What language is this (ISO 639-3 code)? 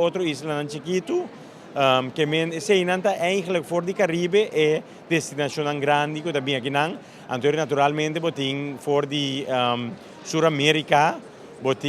pap